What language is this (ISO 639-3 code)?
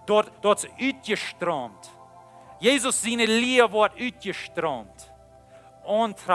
pdt